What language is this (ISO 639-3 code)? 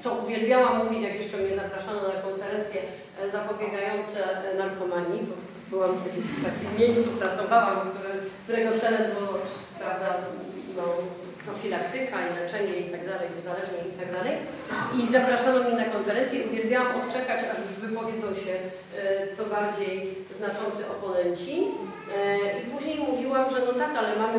pol